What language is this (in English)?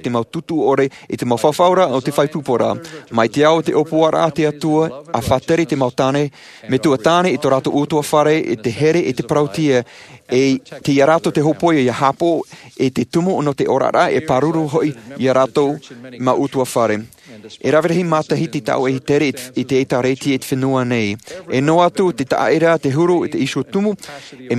Tahitian